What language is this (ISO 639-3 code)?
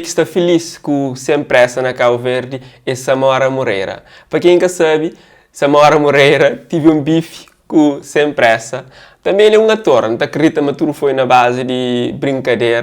kea